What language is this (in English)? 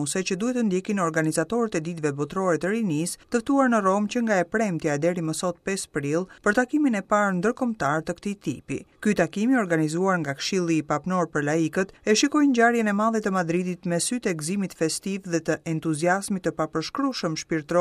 Albanian